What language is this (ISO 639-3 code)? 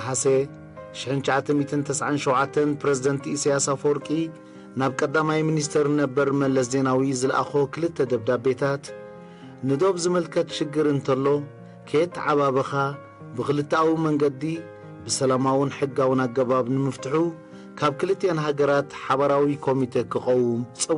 tir